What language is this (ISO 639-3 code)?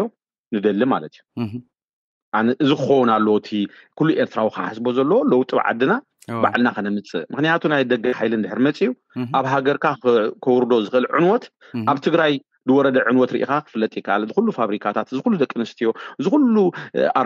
tir